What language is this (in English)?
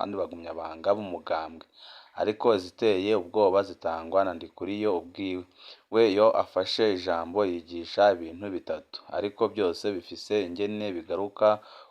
Rundi